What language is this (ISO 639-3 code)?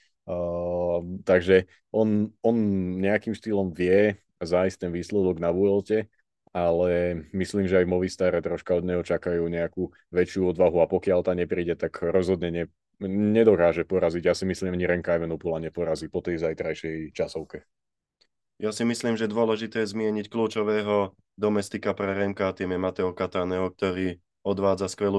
slk